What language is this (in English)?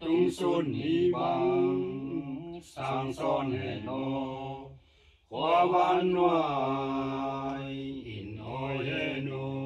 Tedim Chin